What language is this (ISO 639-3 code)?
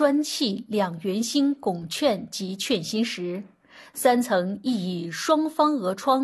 zho